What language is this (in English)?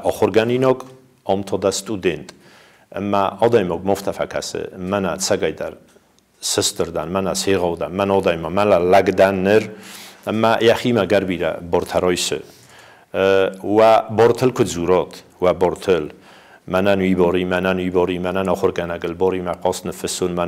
Ossetic